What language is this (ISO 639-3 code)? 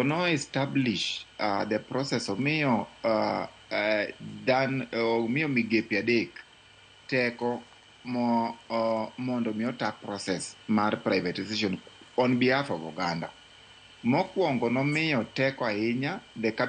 luo